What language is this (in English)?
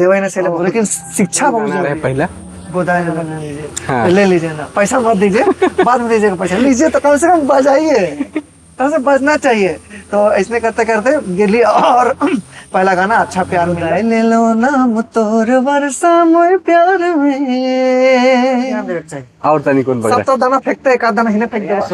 Sadri